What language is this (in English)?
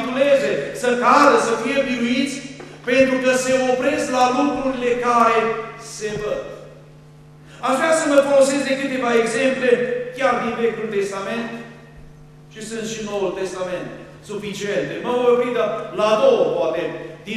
Romanian